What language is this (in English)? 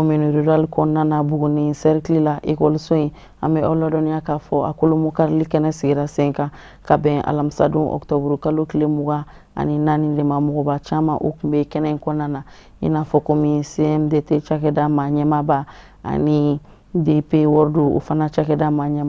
Bambara